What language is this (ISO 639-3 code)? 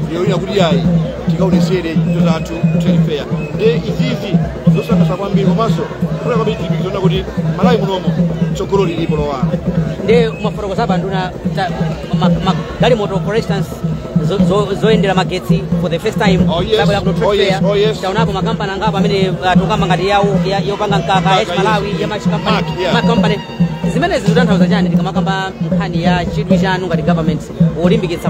nya